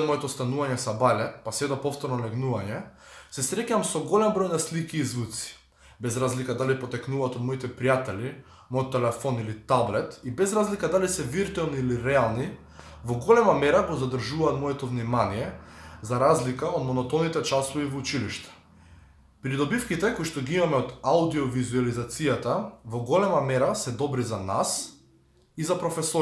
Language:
Macedonian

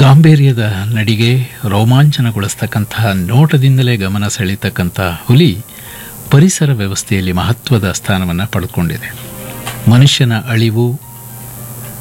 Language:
Kannada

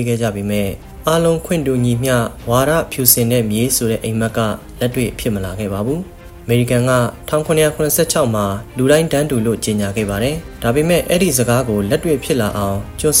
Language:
Burmese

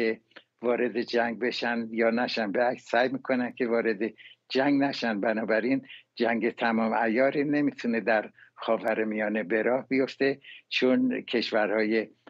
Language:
Persian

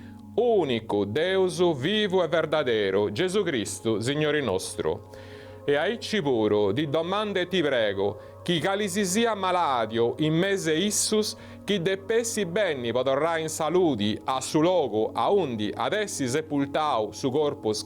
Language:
Sardinian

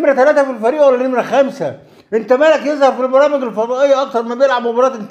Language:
Egyptian Arabic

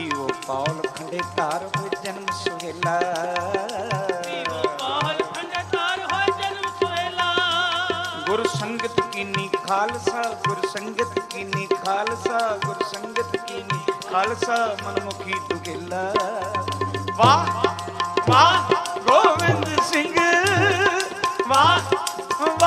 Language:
Punjabi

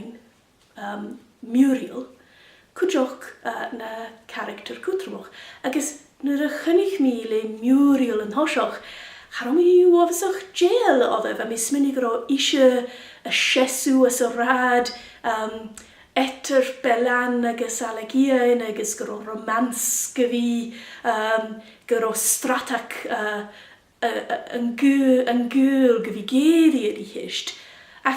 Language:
Scottish Gaelic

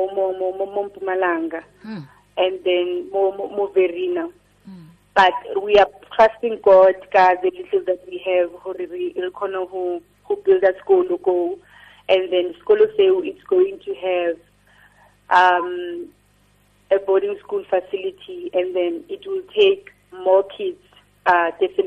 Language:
Tswana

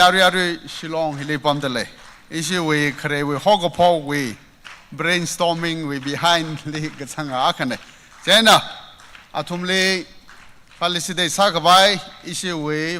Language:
Tangkhul Naga (India)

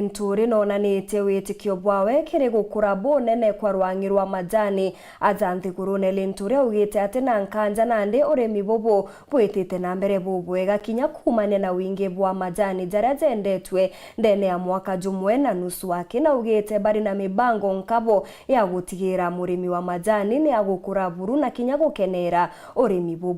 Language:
Meru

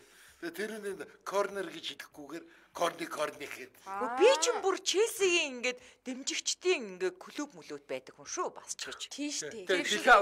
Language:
Mongolian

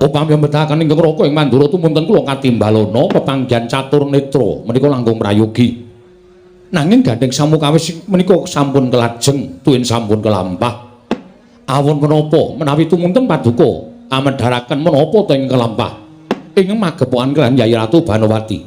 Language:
Javanese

